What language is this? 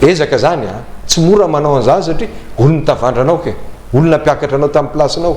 Malagasy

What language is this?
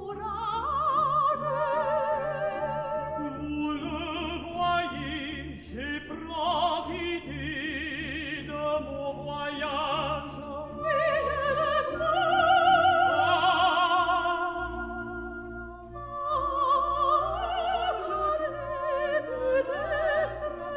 French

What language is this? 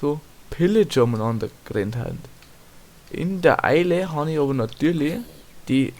Bavarian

